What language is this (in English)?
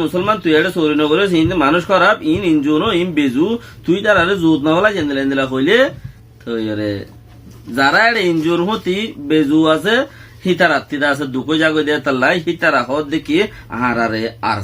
Rohingya